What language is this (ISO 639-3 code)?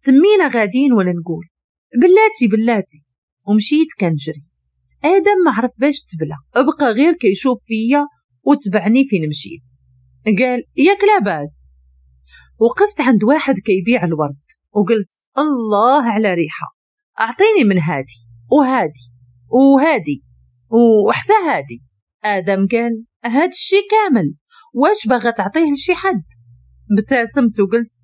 ary